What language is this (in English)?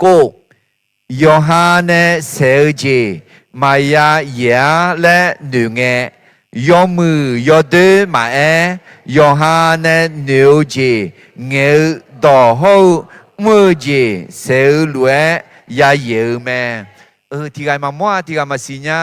Akha